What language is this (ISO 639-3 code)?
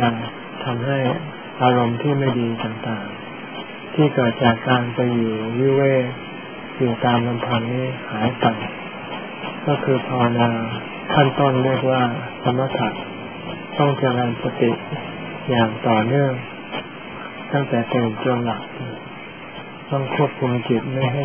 tha